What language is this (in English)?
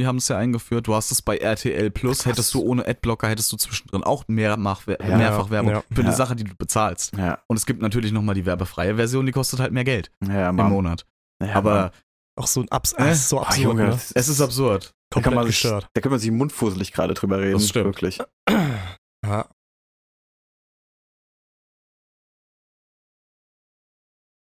German